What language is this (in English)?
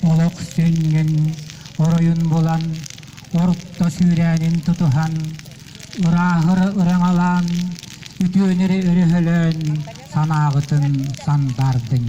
Yakut